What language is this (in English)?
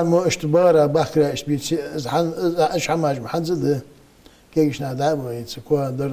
Ingush